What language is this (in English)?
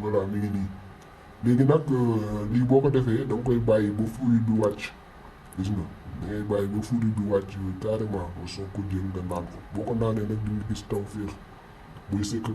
Wolof